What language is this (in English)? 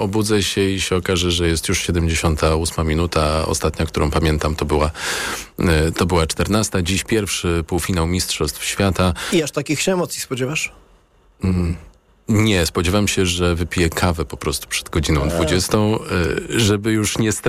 Polish